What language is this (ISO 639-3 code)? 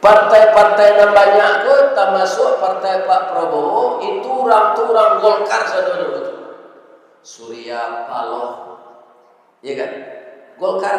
min